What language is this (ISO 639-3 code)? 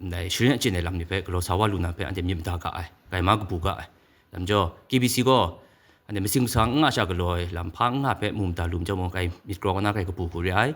kac